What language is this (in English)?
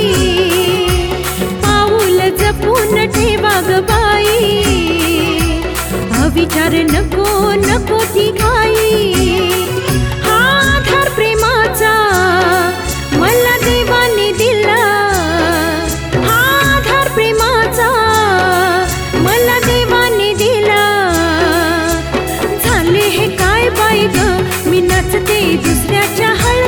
Marathi